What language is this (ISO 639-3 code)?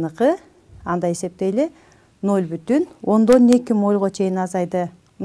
kir